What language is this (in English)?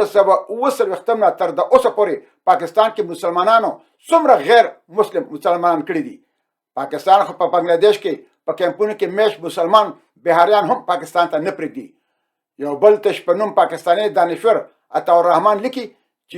Pashto